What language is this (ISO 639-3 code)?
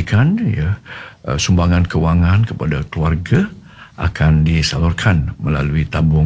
msa